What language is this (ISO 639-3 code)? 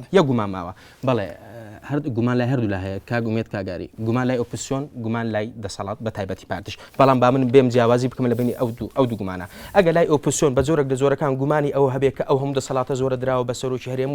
ckb